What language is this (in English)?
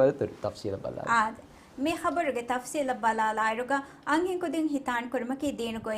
Divehi